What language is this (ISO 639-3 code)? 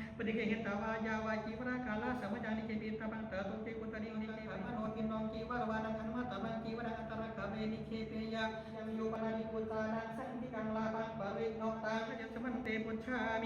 pli